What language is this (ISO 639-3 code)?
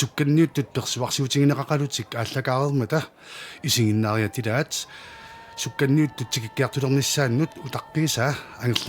kal